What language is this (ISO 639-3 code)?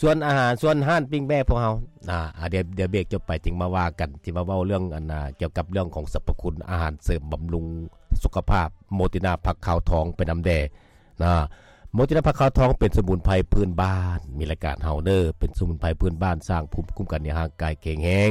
lao